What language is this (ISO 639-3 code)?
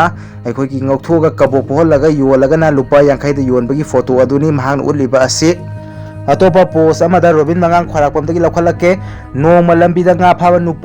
mni